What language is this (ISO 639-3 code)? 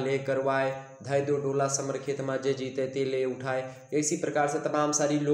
hin